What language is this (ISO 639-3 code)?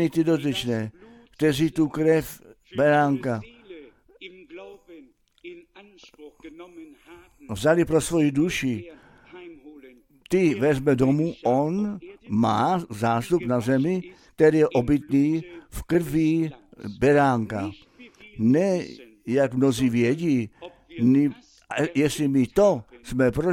ces